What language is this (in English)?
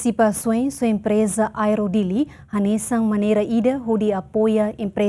Tetum